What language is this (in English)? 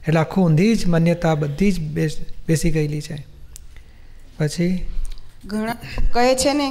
Gujarati